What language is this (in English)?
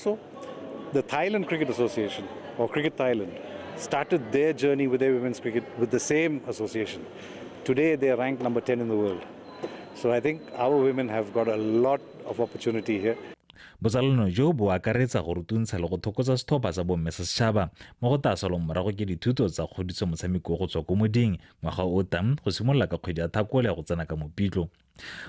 Tswana